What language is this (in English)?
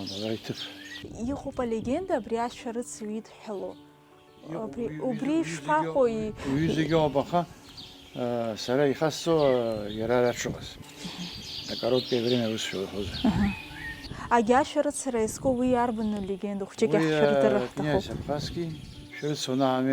Abkhazian